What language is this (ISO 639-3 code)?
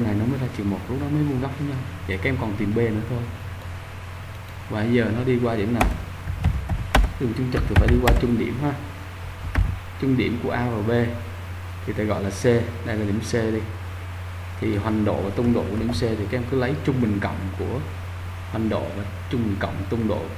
vie